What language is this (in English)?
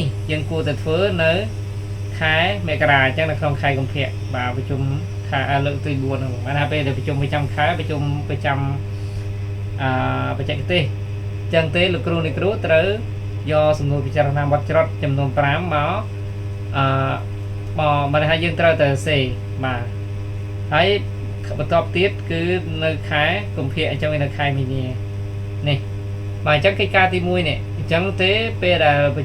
Khmer